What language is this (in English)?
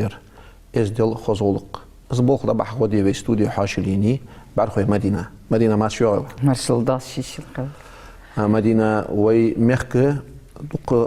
Ingush